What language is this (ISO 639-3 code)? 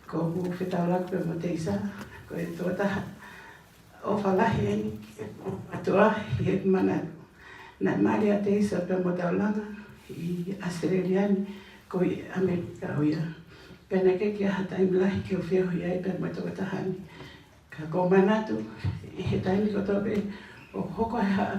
ton